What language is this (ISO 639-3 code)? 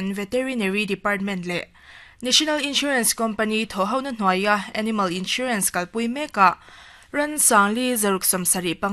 lus